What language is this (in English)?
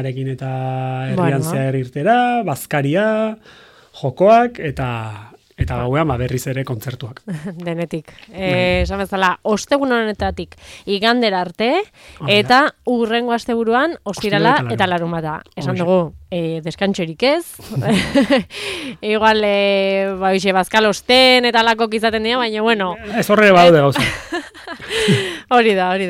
Basque